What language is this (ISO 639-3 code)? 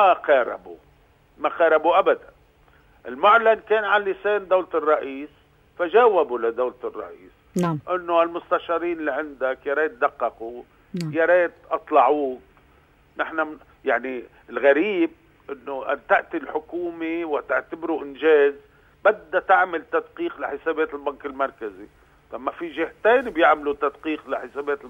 apc